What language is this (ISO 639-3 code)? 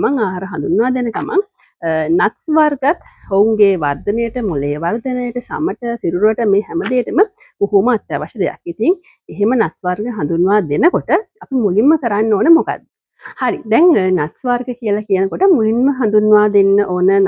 sin